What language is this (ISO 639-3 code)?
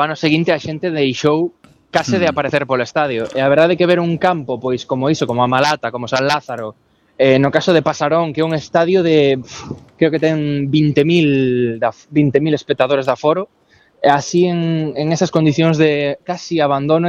glg